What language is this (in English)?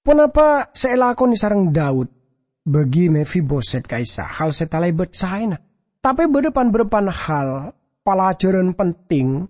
Madurese